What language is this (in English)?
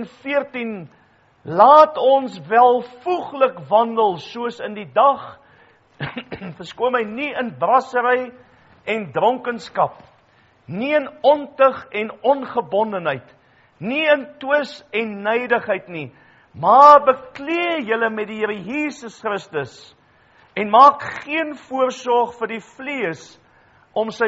Afrikaans